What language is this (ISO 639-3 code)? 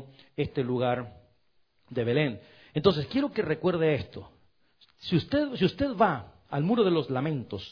spa